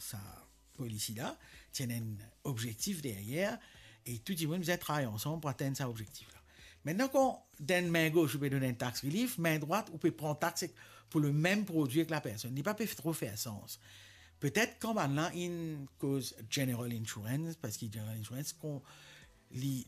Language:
Morisyen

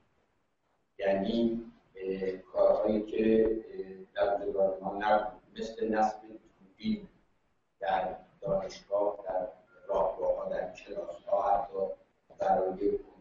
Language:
Persian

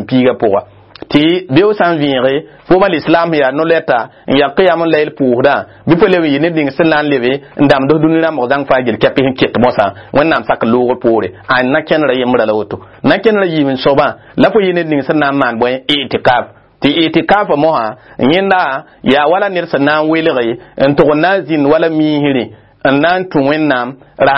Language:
Mossi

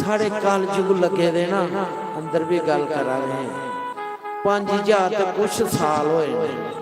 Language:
Dogri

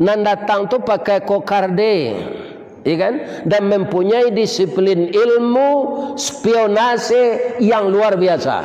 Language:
Minangkabau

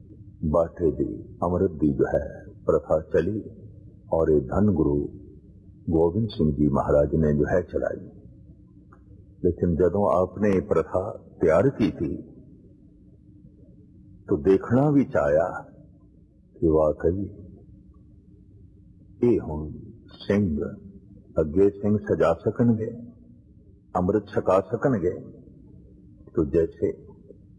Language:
Punjabi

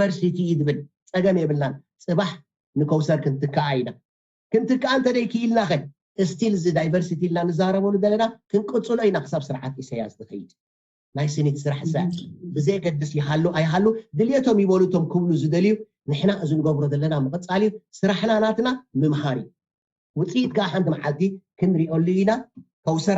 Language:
Tigrinya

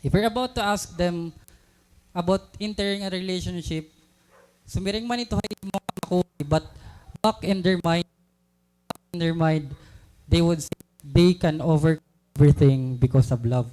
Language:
Waray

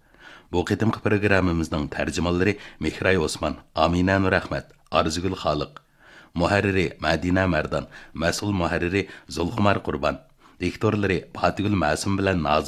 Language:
Uyghur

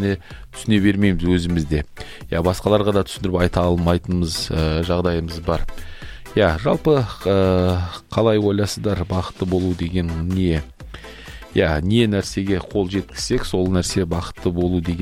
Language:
Kazakh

